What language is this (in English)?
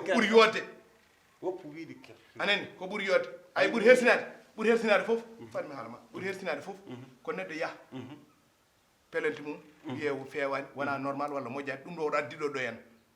Fula